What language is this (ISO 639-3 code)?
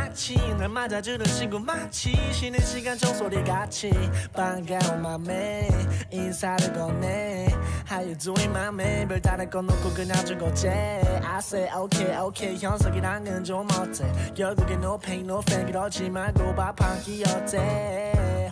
kor